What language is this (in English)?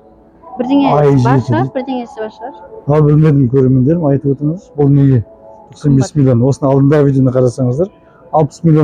Kazakh